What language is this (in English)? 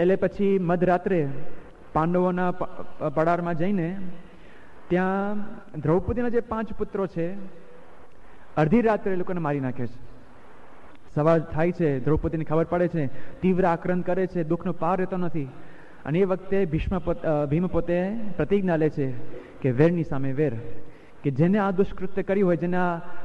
Gujarati